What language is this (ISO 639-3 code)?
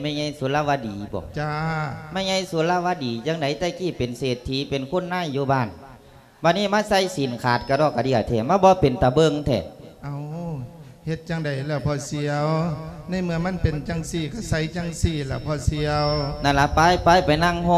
lao